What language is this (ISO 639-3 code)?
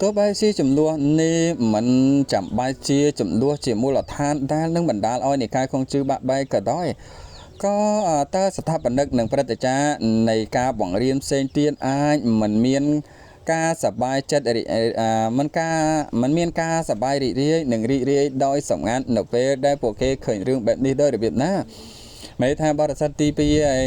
khm